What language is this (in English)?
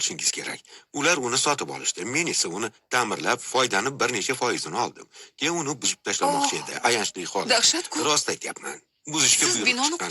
Uzbek